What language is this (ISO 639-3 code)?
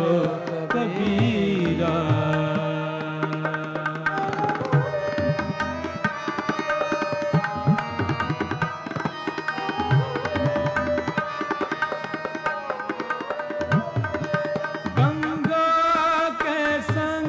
hin